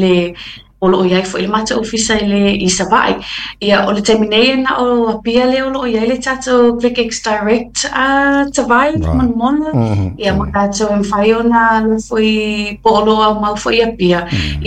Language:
Samoan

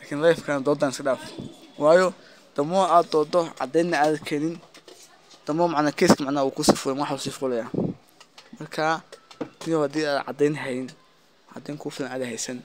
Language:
Somali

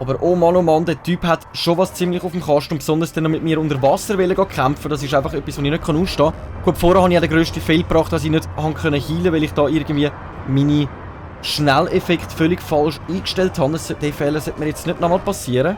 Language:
Swiss German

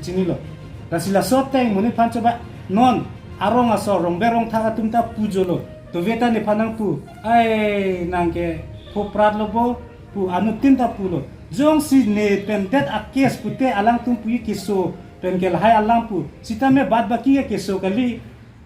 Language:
Karbi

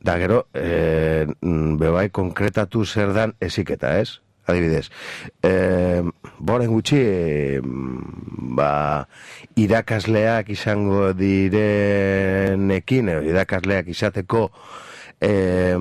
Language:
Basque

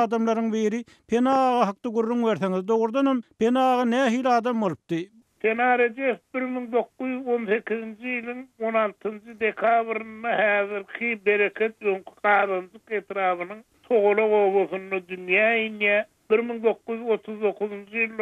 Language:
Turkmen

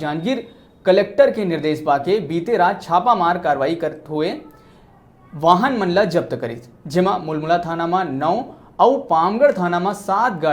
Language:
Chhattisgarhi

